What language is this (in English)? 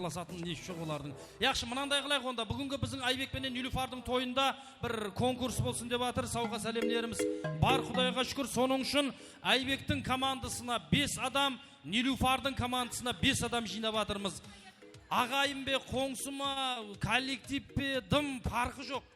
Kara-Kalpak